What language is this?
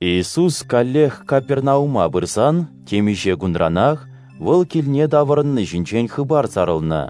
Chuvash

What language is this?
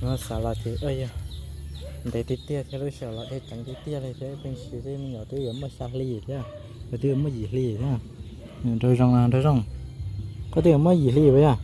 Hmong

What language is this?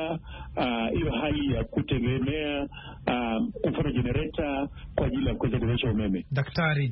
Swahili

